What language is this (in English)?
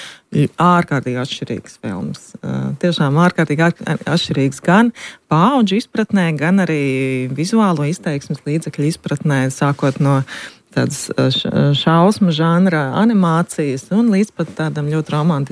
Latvian